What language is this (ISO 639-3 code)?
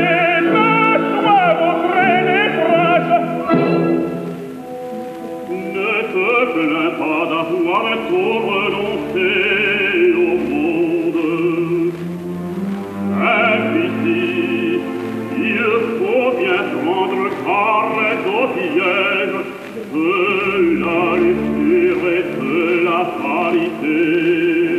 fra